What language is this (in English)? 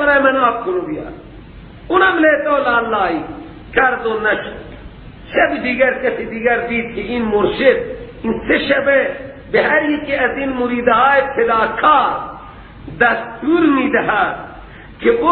Persian